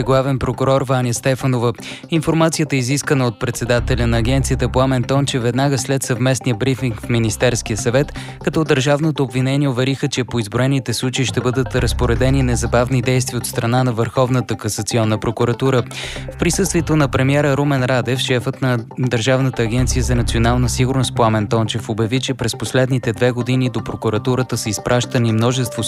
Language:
Bulgarian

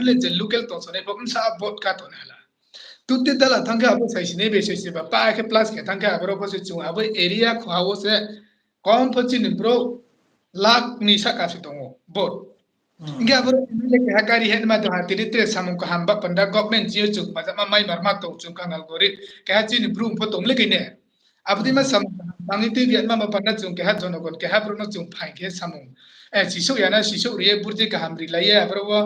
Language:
Riang (India)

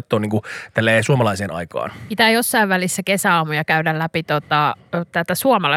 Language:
Finnish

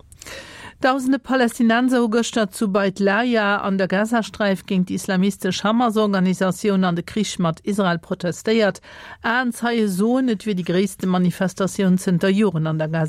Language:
Luxembourgish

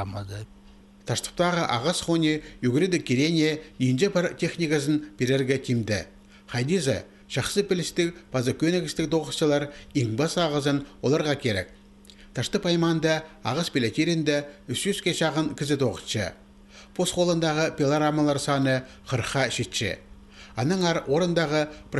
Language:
Khakas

